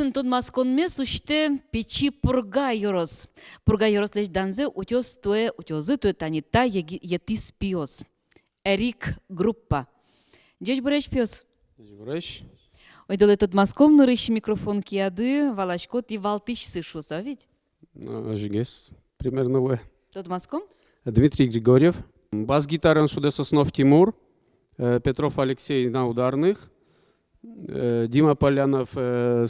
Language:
Udmurt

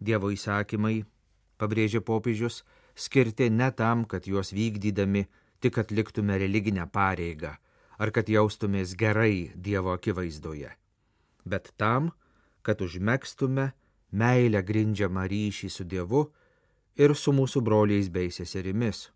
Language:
Lithuanian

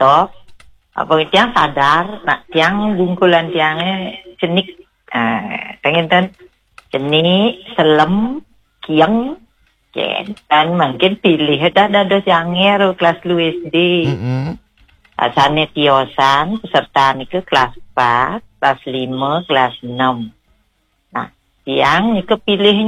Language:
Balinese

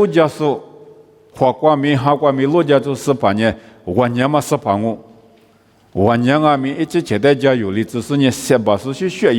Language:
Lisu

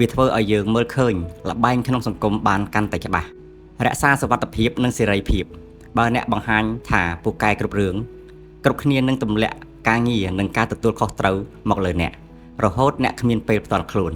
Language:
Khmer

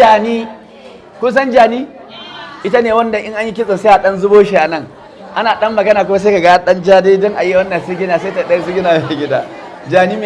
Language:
Hausa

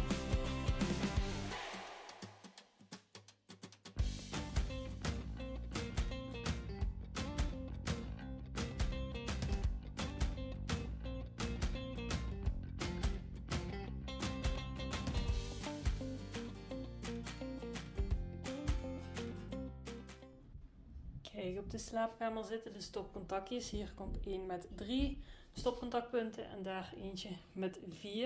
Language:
Dutch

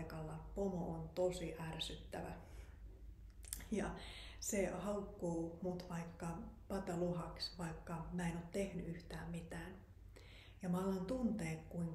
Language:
Finnish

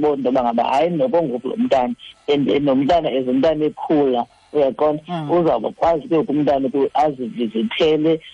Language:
Xhosa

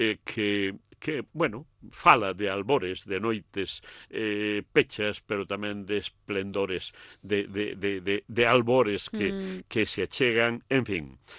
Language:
Galician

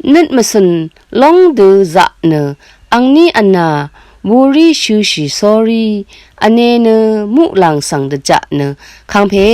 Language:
Rawang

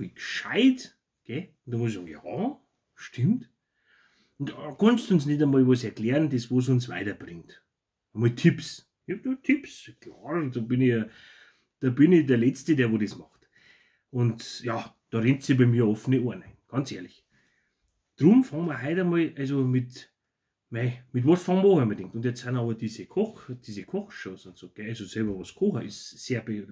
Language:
Bavarian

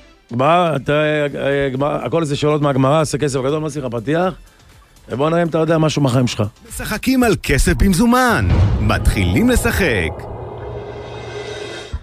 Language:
Hebrew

